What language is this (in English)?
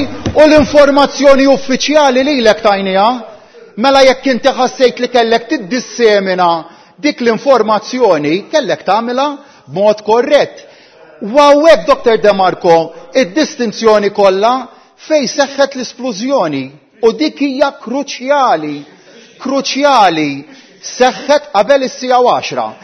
Maltese